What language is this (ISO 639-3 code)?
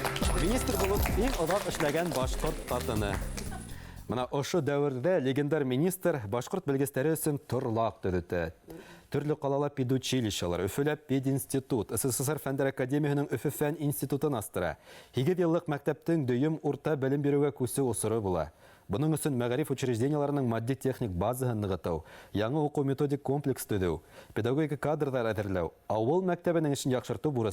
bak